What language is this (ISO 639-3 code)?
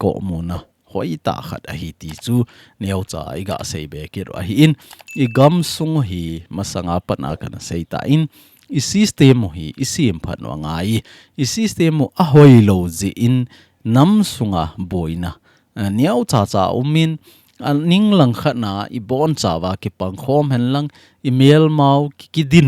tcz